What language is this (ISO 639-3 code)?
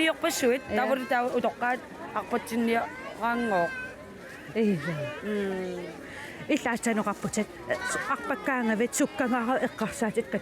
kal